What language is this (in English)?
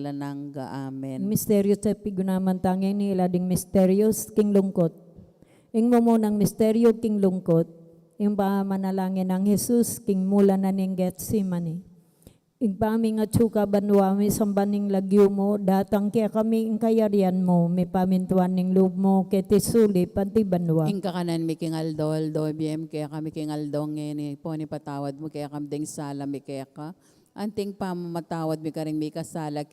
Pampanga